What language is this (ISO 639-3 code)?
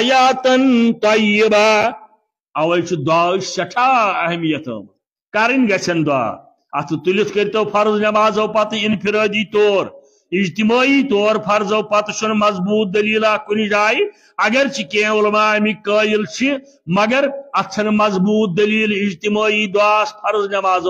kas